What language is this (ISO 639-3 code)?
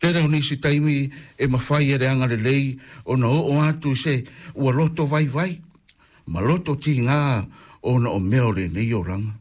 smo